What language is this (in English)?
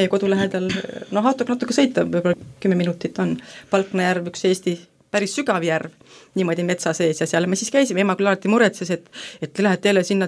Estonian